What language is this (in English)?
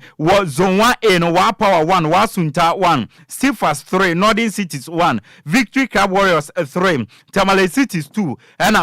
Akan